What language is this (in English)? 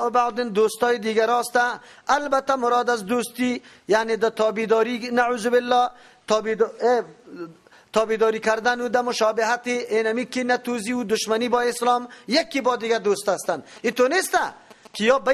Persian